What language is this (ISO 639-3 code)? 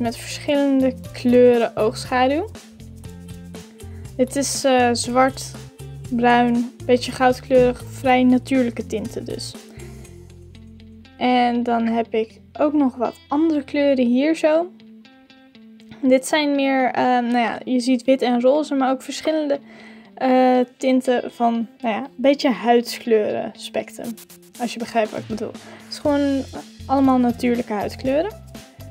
nld